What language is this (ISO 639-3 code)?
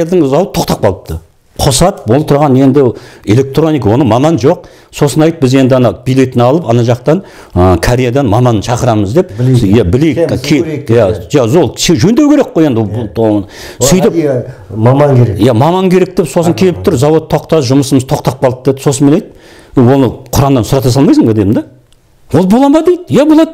kaz